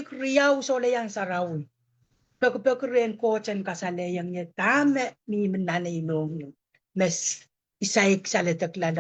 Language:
Pohnpeian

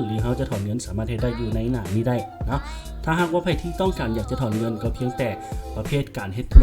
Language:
Lao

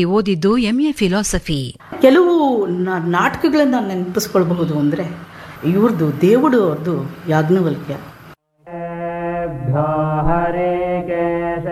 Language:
Kannada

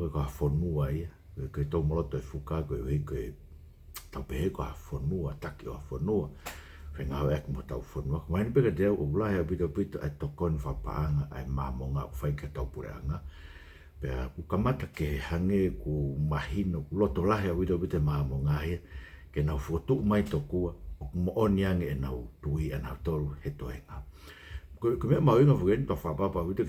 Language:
Tongan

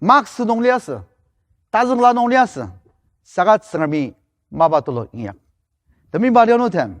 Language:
Ao Naga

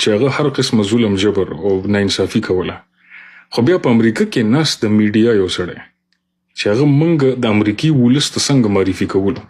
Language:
Pashto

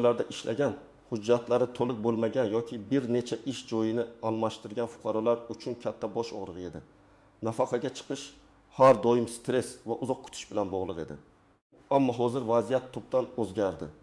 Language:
Uzbek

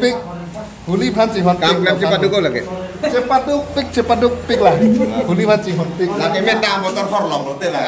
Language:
Karbi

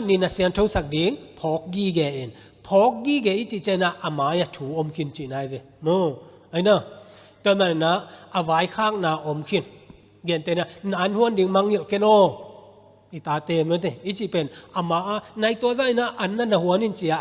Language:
Tedim Chin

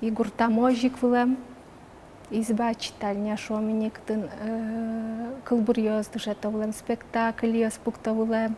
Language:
Udmurt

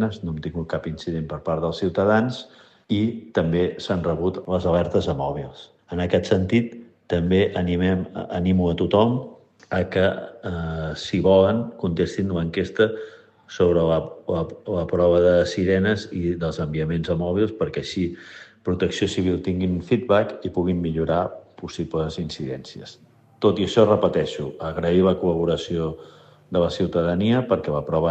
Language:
Catalan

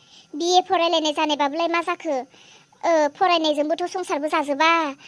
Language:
Bodo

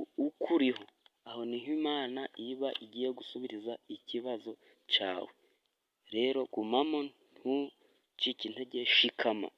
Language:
Kinyarwanda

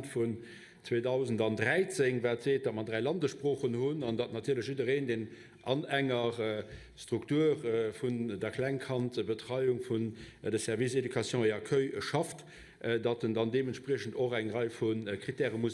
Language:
Luxembourgish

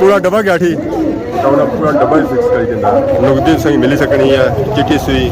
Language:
Pahari-Potwari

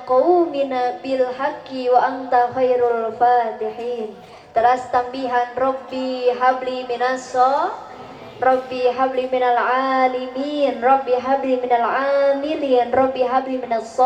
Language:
Sundanese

